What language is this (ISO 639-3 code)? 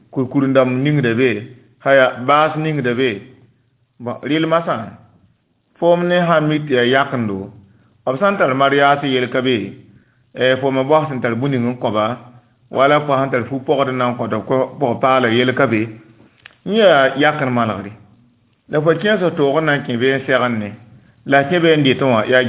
mos